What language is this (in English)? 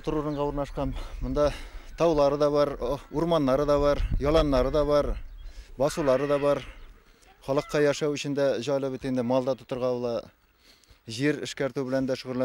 Bashkir